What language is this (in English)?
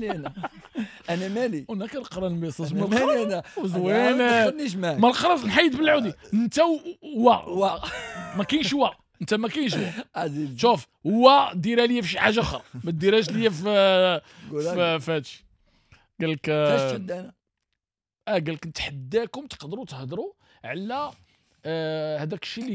Moroccan Arabic